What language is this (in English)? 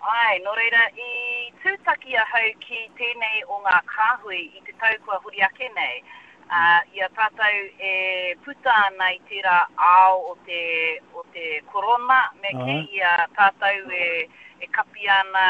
Māori